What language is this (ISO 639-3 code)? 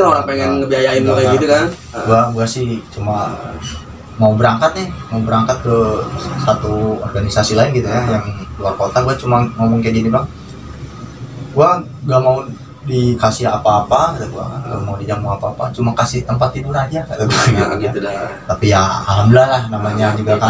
ind